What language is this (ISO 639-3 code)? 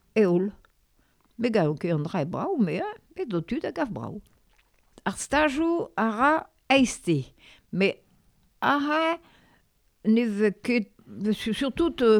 bre